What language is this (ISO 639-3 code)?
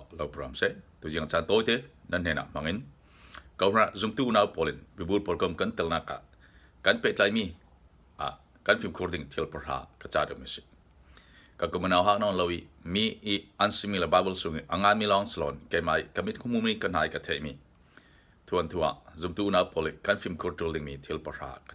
cfm